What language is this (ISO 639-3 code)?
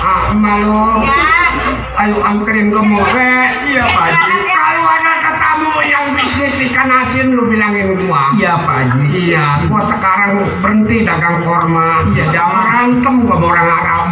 bew